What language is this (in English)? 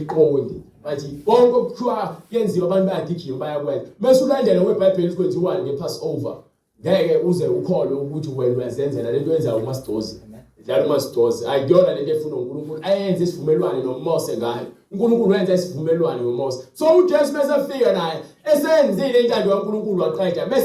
Zulu